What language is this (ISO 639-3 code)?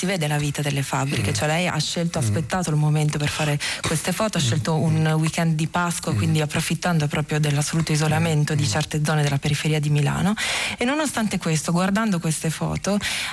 ita